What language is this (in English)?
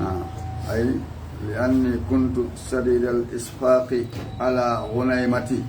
Fula